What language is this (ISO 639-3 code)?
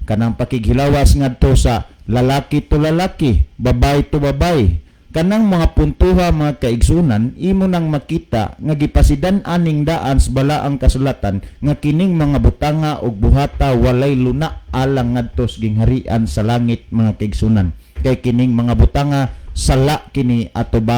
ceb